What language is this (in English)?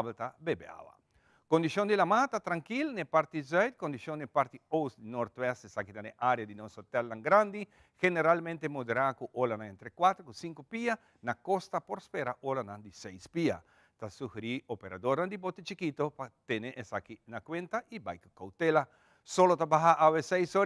Papiamento